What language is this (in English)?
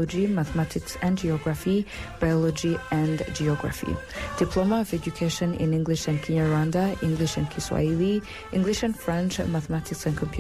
Kinyarwanda